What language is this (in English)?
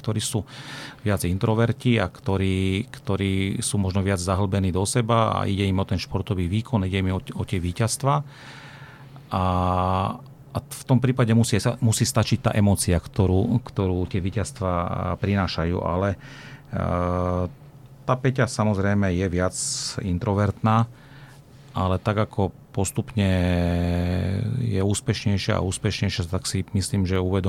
Slovak